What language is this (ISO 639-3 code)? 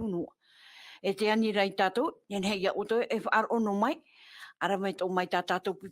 tah